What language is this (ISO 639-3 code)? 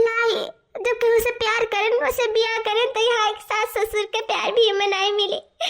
awa